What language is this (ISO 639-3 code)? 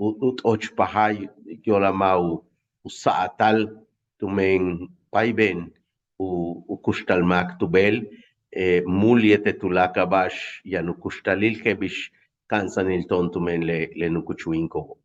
yua